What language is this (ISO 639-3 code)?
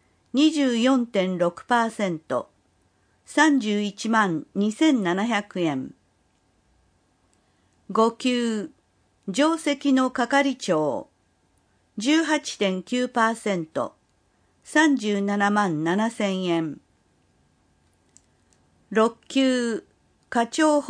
jpn